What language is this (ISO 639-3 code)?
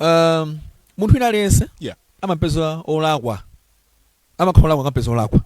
nya